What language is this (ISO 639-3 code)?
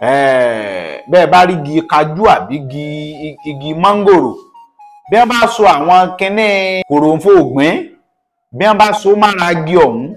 yor